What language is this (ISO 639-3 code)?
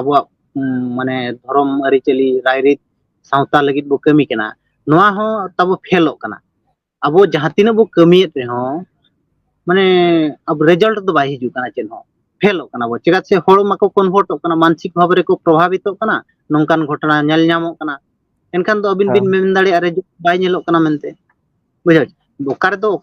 sat